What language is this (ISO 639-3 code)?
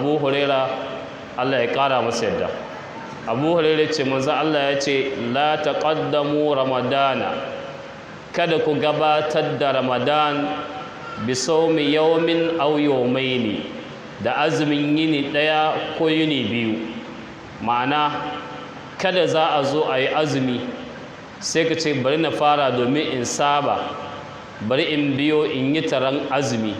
hau